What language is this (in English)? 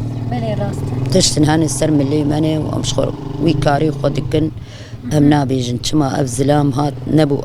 Kurdish